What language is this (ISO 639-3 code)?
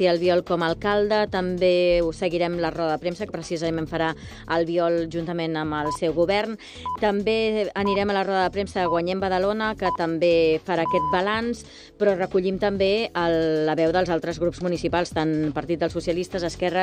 cat